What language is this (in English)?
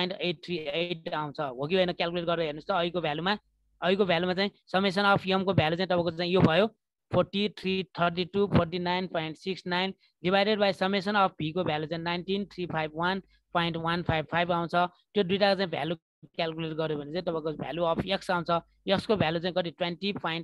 Nepali